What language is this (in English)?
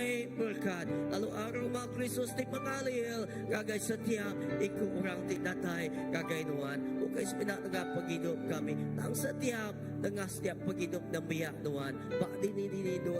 Iban